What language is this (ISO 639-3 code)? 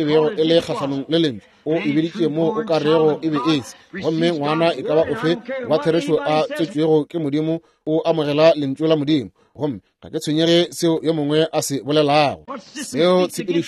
nso